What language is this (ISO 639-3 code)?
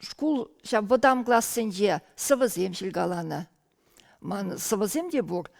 chv